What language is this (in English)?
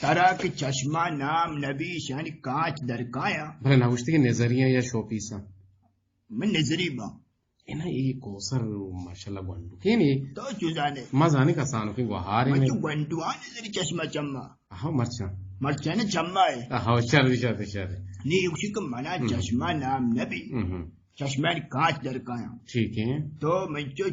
Eastern Balochi